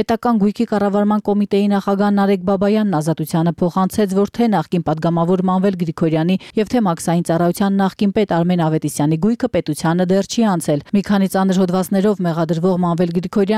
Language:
Armenian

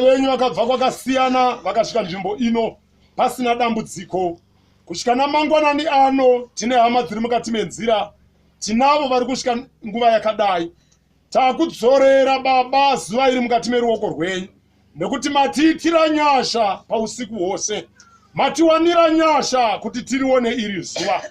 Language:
Shona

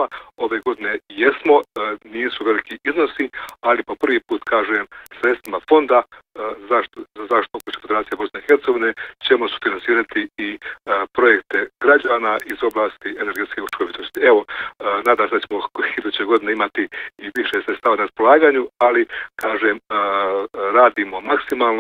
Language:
Bosnian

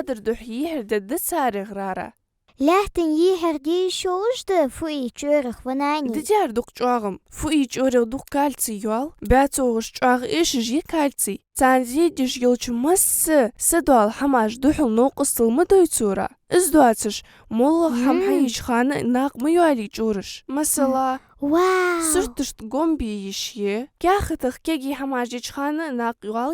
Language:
Ingush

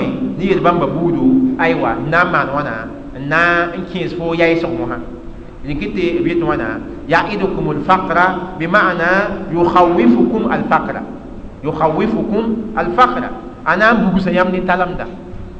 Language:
Mossi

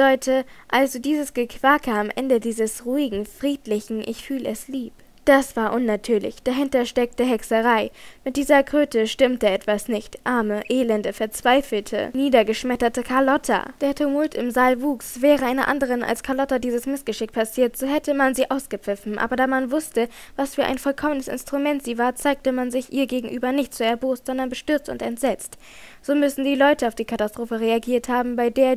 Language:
German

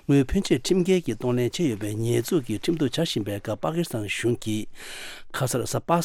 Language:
Tibetan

